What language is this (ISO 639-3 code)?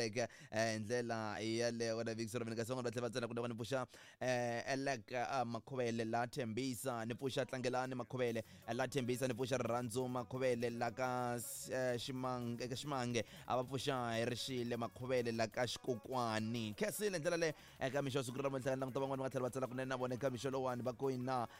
tso